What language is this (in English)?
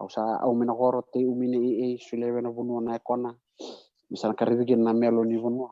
Fijian